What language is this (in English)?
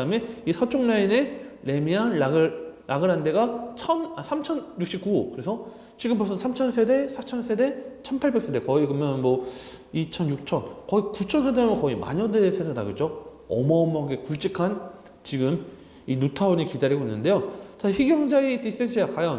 Korean